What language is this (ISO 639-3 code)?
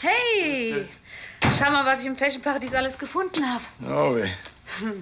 bar